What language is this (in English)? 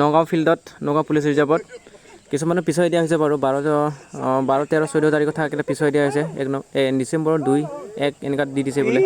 Assamese